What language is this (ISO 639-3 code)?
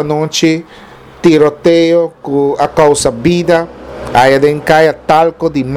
pap